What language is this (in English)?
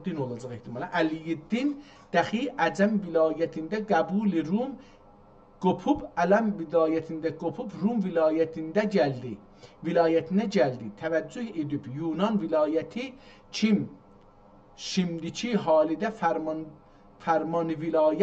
South Azerbaijani